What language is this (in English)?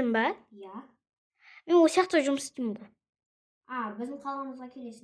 Kazakh